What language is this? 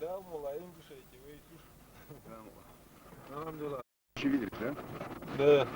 Chechen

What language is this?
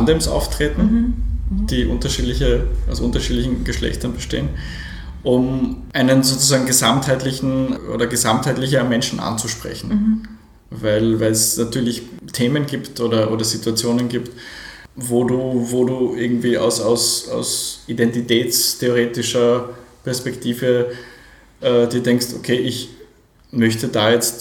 German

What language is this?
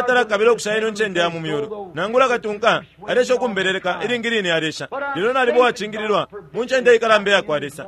Bemba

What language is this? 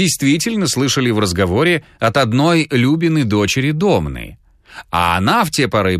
Russian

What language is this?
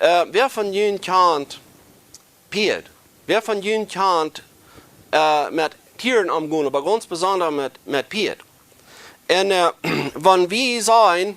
Plautdietsch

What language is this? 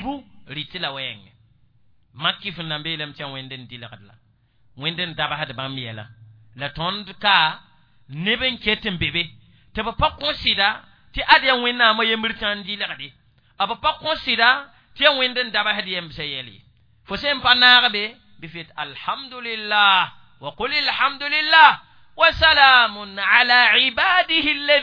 Mossi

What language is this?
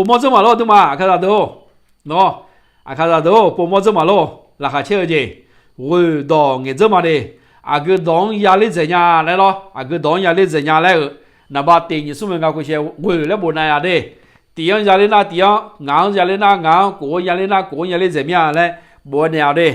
Akha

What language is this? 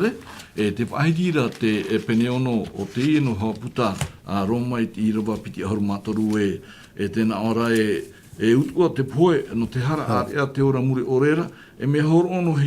Tahitian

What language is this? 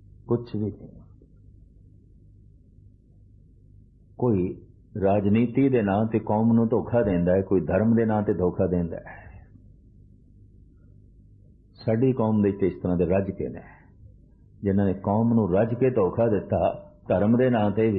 Punjabi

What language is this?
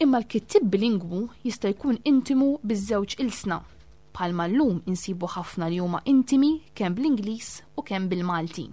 Maltese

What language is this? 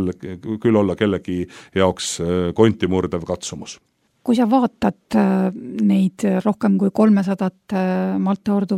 Estonian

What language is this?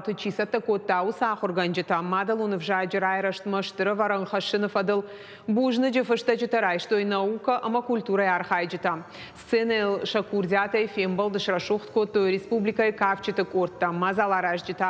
Ossetic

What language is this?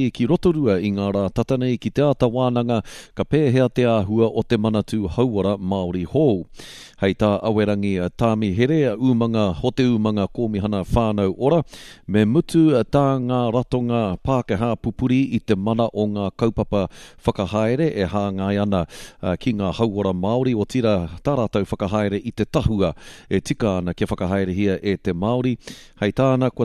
Māori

